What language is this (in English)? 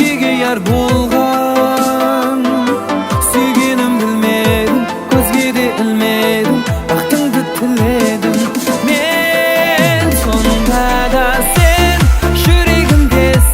Kara-Kalpak